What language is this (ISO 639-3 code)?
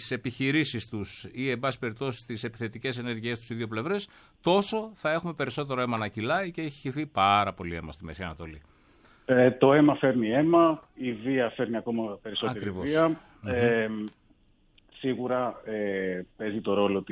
ell